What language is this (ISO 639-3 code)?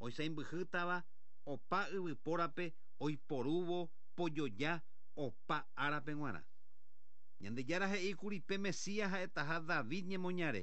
grn